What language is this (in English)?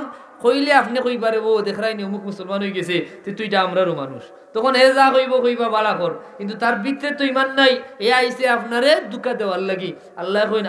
Sylheti